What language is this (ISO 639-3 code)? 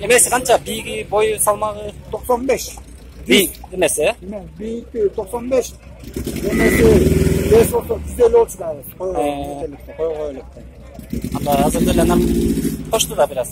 kir